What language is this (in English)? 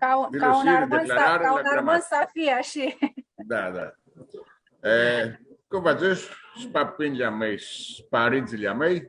Aromanian